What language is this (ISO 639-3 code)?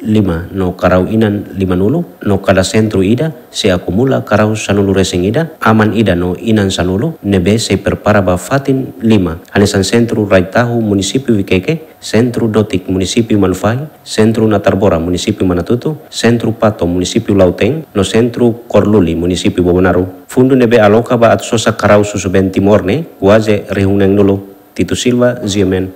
tet